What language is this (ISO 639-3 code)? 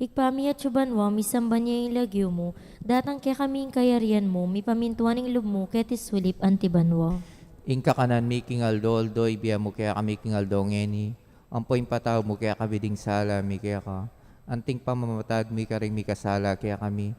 pam